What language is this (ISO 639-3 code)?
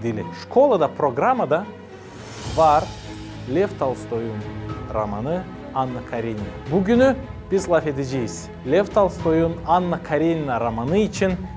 gag